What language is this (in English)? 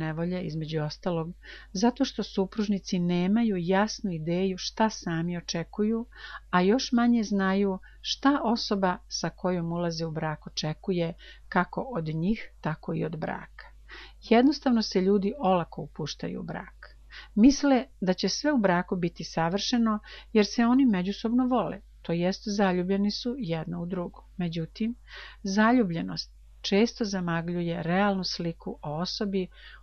Serbian